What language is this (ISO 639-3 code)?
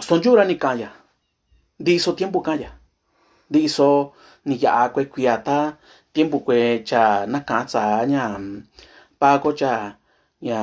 mix